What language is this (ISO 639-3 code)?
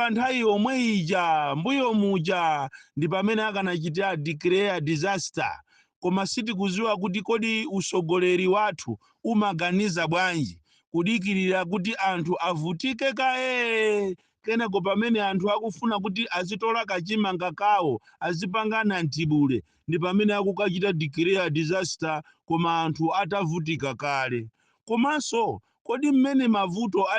nya